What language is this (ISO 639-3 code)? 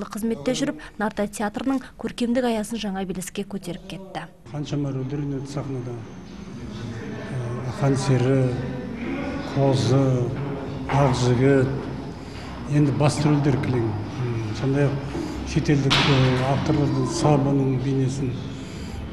kaz